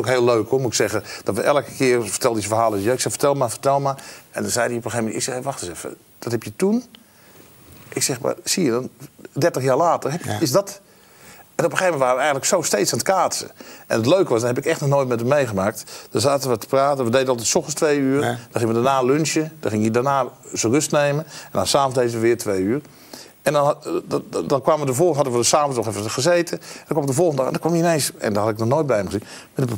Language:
Dutch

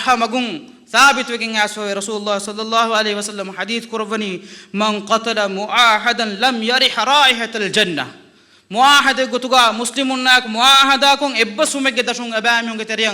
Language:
Divehi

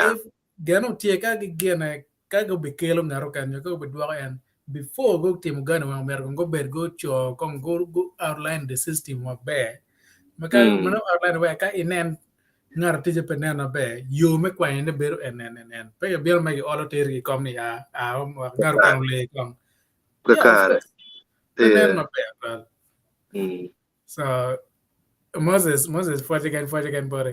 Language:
Acoli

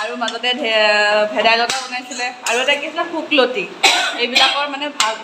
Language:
Assamese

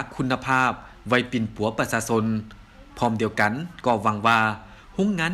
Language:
Lao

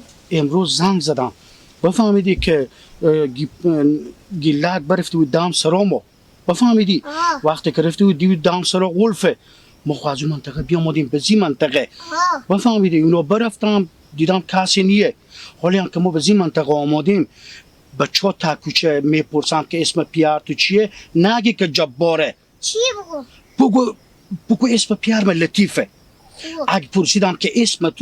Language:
Persian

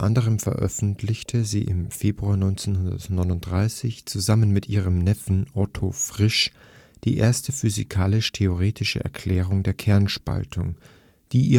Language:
German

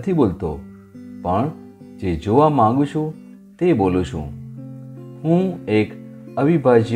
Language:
Gujarati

